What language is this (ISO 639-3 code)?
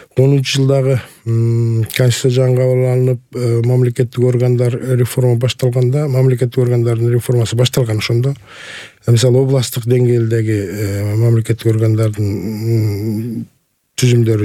kir